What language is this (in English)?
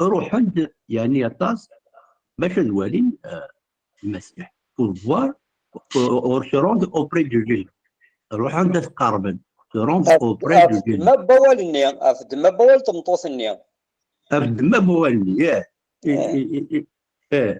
Kabyle